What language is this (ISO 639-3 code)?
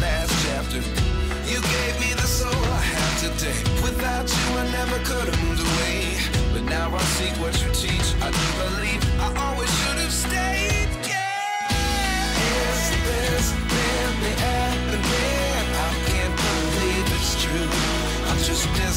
eng